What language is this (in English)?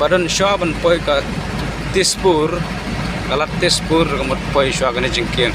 Khasi